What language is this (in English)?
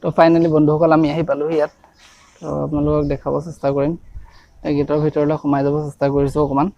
Assamese